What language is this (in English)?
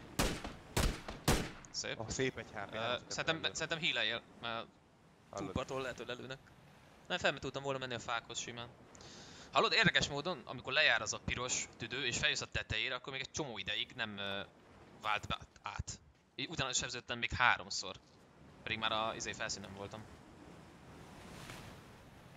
Hungarian